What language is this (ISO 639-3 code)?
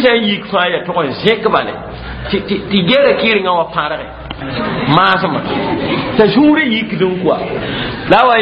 mos